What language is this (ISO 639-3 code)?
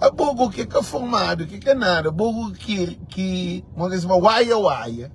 kea